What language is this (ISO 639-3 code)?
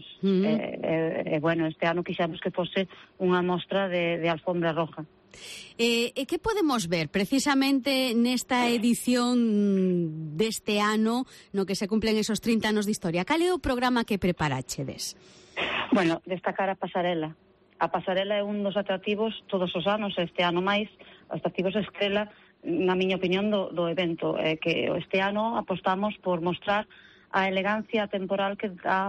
glg